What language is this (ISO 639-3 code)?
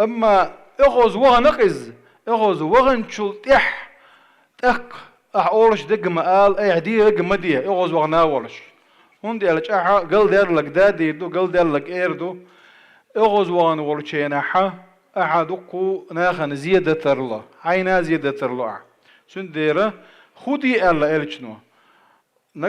che